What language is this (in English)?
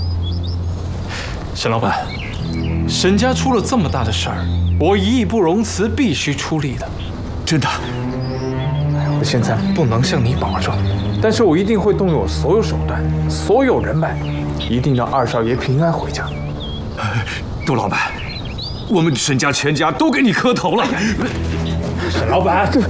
Chinese